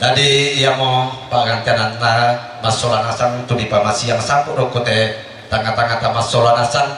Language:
Toraja-Sa'dan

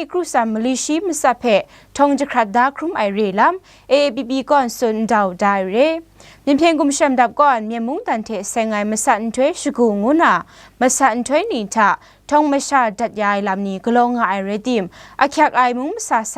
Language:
Kachin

